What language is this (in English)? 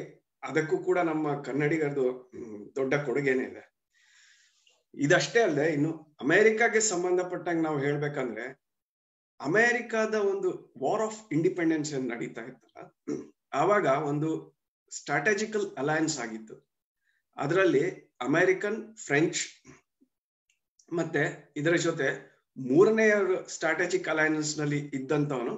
Kannada